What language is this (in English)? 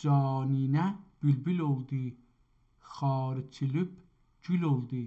South Azerbaijani